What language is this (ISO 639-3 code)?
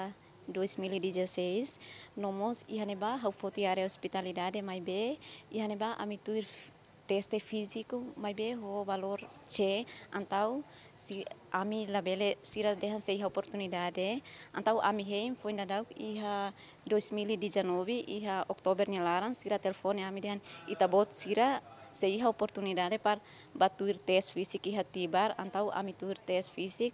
tet